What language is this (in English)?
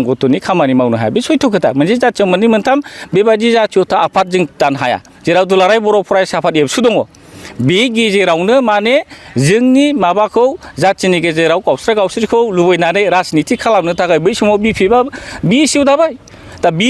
Bodo